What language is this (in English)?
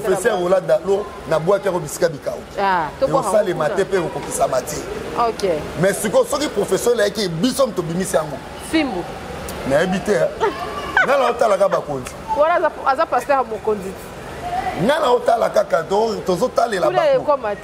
Lingala